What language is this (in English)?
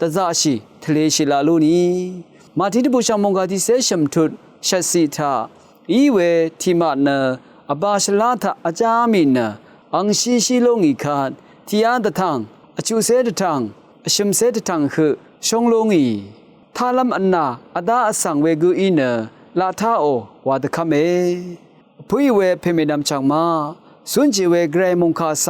Rawang